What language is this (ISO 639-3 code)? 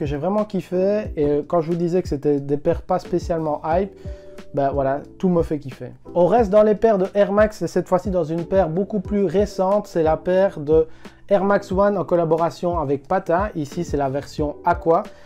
fra